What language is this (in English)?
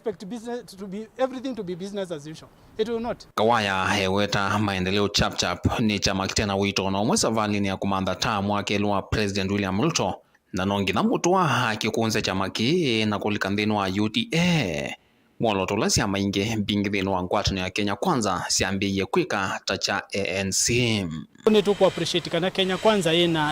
Kamba